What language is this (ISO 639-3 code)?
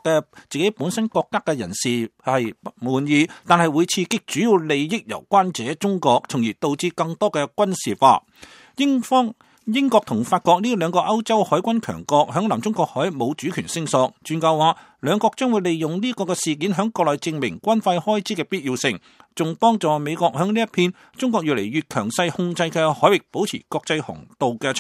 yue